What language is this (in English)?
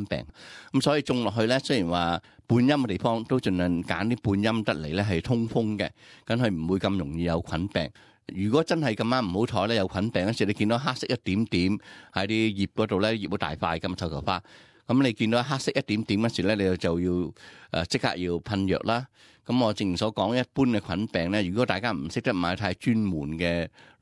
Cantonese